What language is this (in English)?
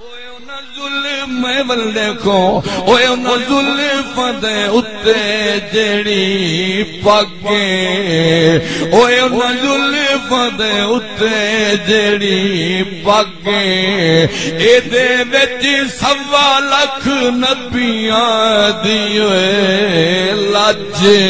Saraiki